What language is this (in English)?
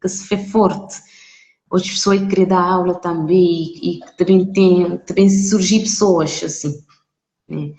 Kabuverdianu